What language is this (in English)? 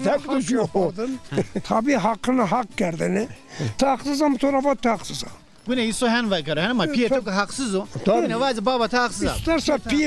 Zaza